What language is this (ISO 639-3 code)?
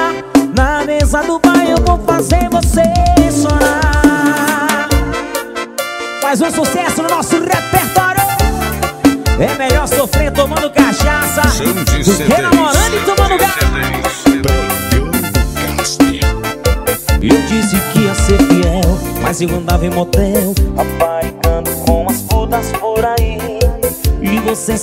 por